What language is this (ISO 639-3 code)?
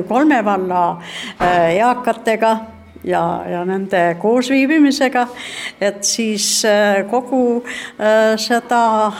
est